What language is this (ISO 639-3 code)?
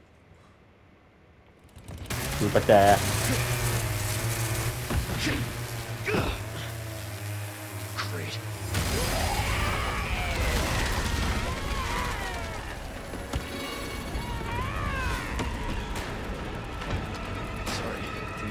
tha